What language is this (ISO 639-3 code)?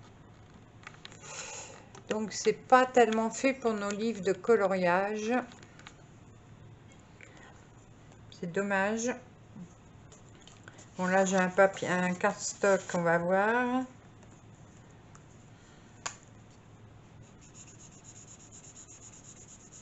fra